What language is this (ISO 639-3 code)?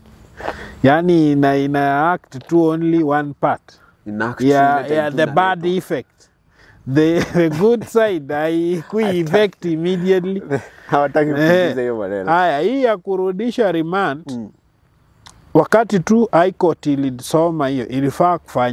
swa